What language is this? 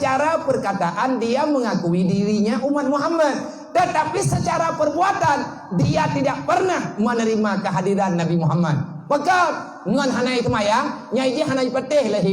Achinese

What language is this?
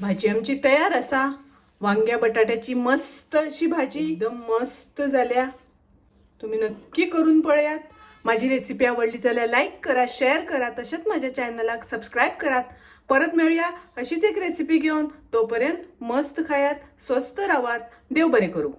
Konkani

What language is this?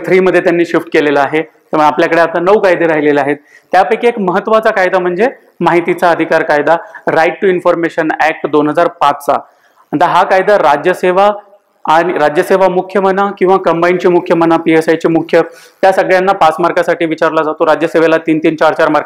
Marathi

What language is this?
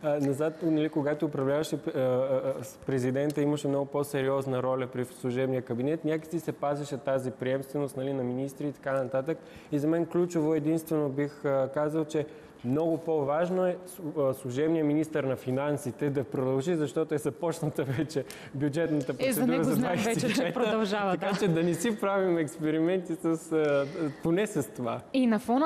Bulgarian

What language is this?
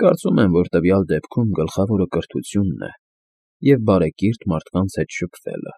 Armenian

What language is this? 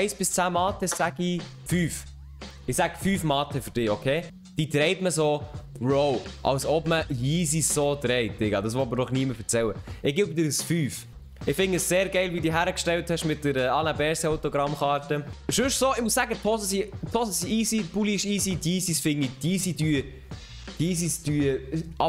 Swiss German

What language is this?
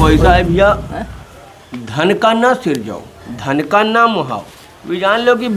Awadhi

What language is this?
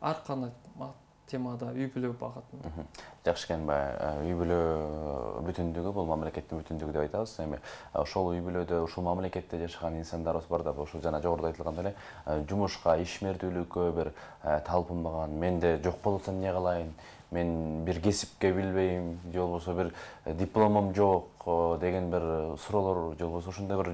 Kyrgyz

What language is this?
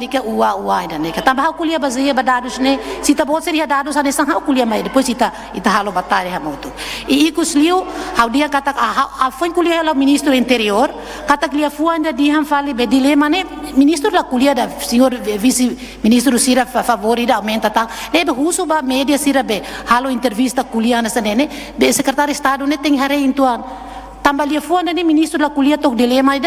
Tetum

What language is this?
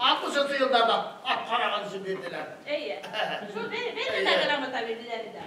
Bashkir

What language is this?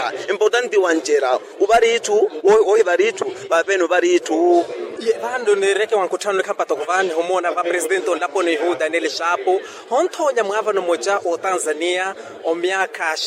Makhuwa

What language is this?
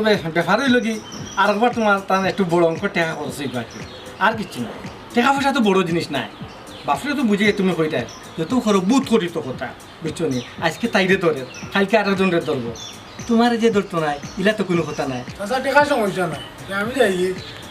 Sylheti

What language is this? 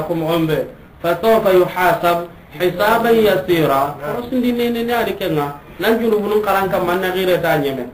Soninke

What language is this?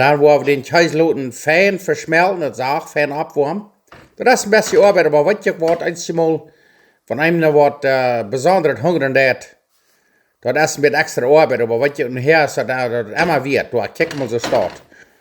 Plautdietsch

